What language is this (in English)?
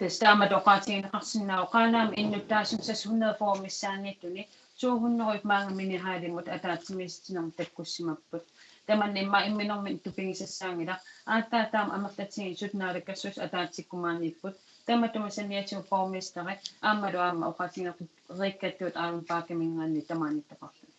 Kalaallisut